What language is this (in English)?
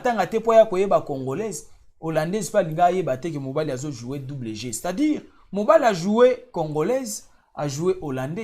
Lingala